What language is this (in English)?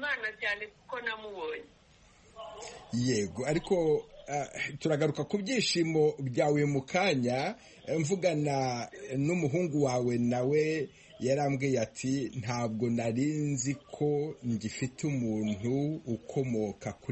Kinyarwanda